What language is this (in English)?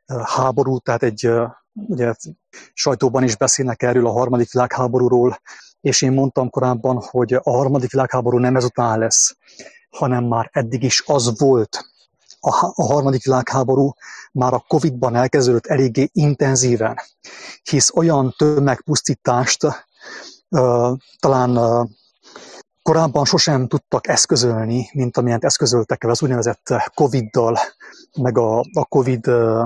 Hungarian